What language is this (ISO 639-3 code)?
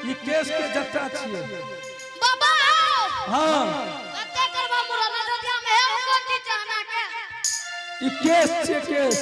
anp